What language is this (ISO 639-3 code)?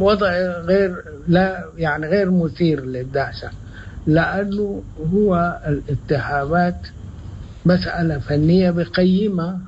apd